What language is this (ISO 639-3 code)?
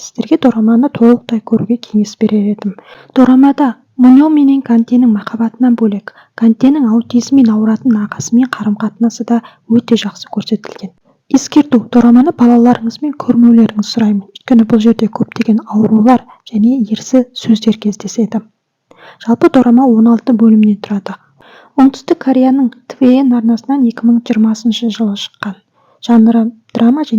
kaz